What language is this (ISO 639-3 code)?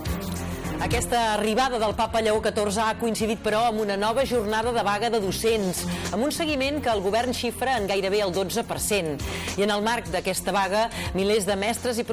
cat